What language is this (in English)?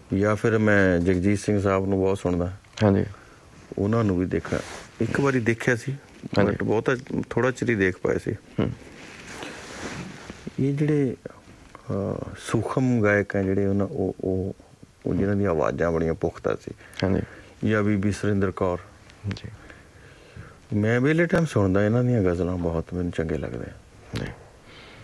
Punjabi